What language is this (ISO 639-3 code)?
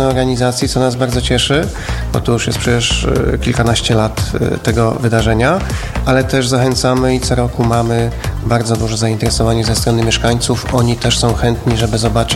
pol